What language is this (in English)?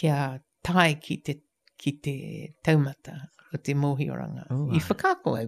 Māori